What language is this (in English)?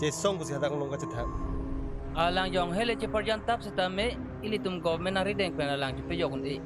Karbi